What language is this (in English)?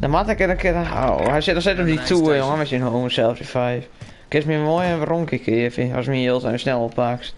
Western Frisian